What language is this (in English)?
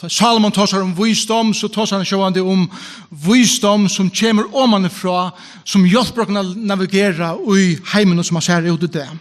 Faroese